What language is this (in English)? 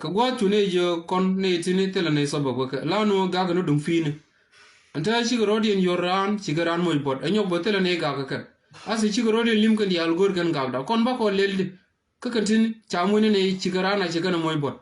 Nuer